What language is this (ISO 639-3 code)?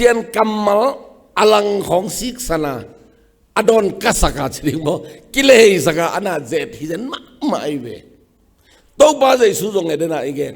ctd